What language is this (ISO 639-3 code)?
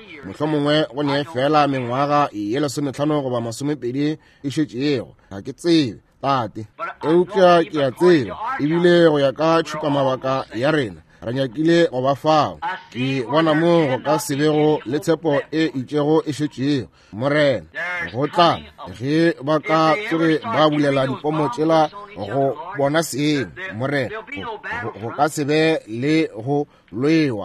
nso